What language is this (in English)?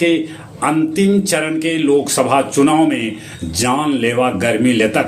Magahi